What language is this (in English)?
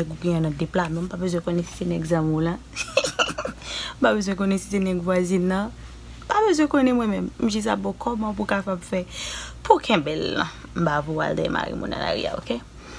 Haitian Creole